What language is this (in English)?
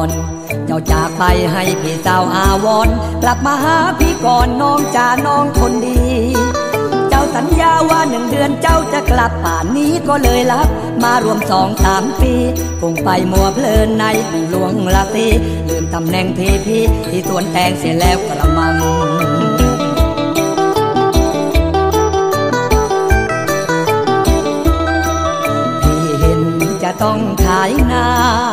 Thai